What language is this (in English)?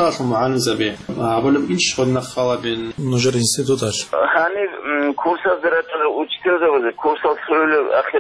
Avaric